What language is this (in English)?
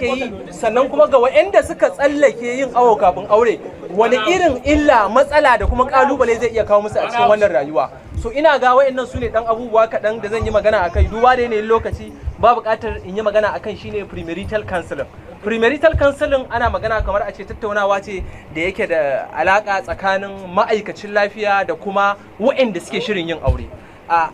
Hausa